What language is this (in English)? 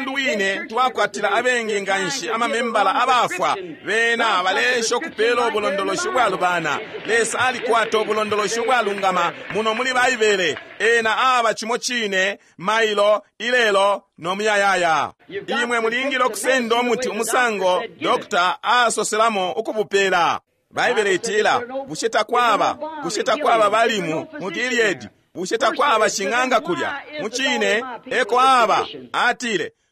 Bemba